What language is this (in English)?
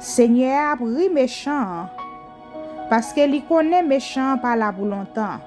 Haitian Creole